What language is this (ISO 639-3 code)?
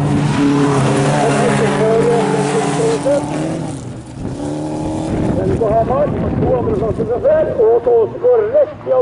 nor